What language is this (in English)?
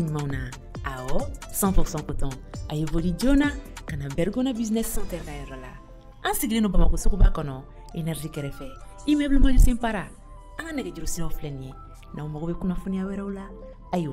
Bambara